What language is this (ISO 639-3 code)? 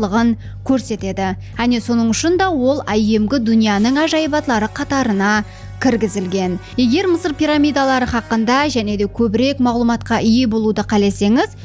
kaa